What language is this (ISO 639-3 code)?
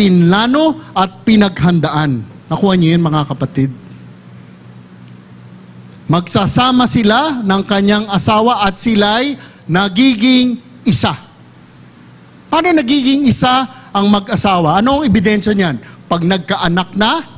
fil